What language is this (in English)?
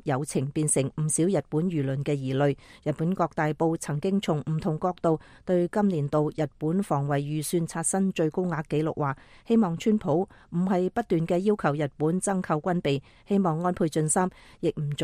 Cantonese